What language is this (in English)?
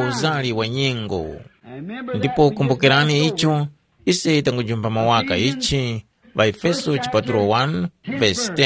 Tumbuka